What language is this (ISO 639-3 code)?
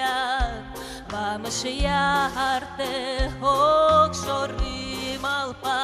udm